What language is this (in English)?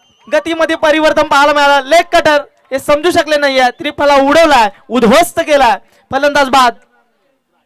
Marathi